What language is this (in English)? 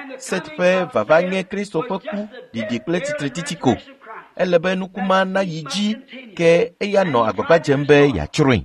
Ewe